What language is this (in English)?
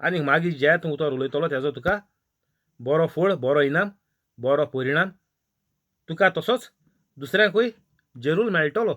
Konkani